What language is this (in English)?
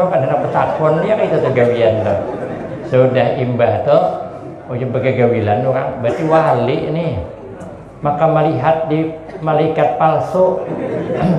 Banjar